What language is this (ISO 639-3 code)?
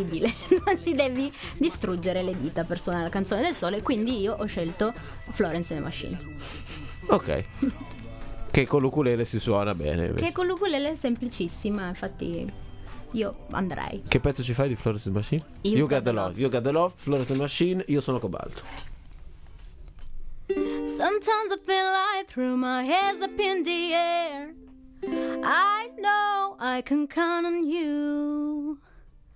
ita